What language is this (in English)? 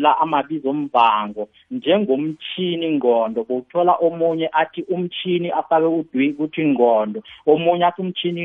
South Ndebele